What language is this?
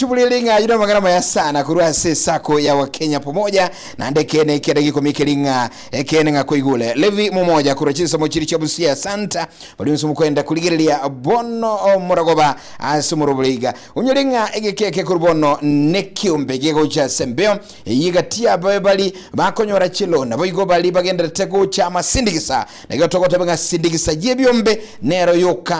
Gusii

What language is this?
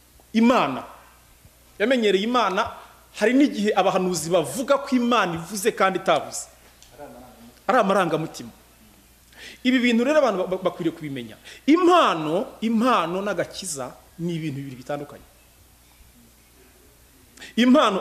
Kinyarwanda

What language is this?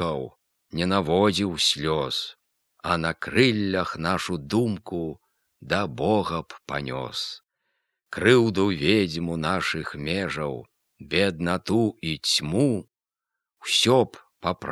Belarusian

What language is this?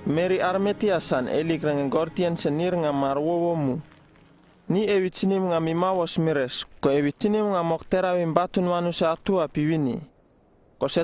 Uripiv-Wala-Rano-Atchin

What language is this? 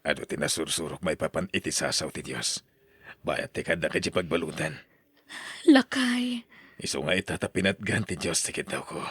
Iloko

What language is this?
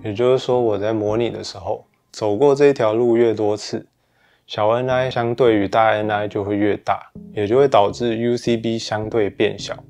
Chinese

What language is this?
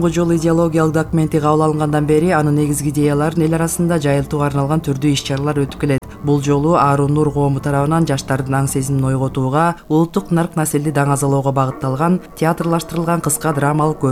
Kyrgyz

